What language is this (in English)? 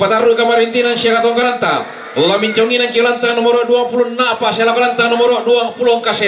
Toraja-Sa'dan